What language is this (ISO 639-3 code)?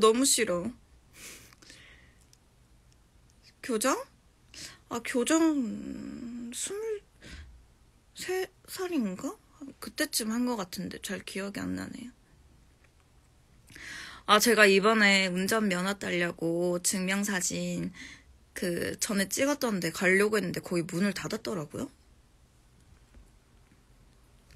kor